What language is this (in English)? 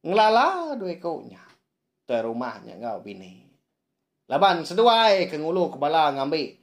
Iban